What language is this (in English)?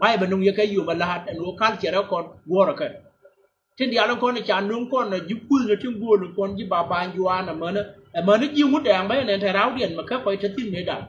Nuer